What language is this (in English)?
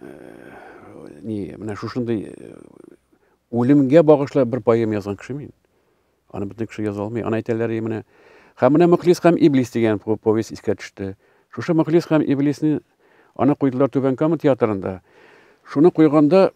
Tatar